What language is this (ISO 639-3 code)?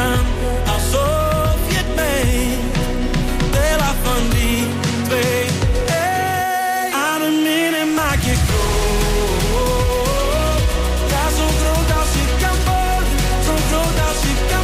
nld